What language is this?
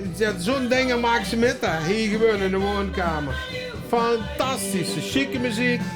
Limburgish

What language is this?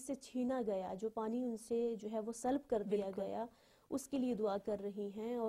Urdu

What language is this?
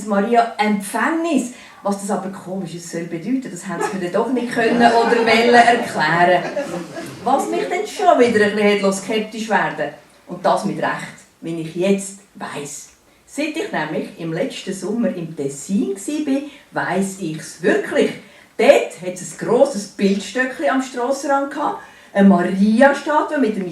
Swiss German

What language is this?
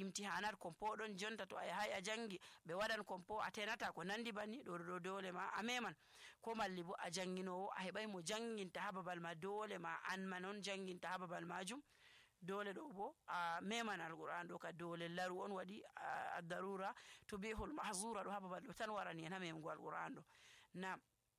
Nigerian Fulfulde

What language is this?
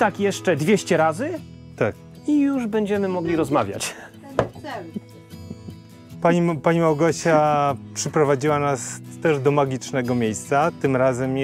Polish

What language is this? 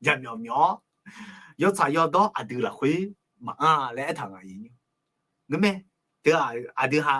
Akha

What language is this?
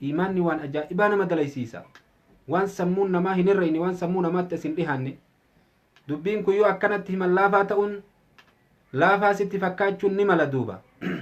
Oromo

